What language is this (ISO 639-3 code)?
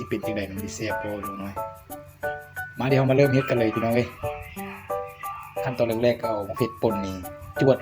lao